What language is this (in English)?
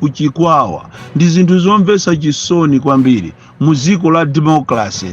Nyanja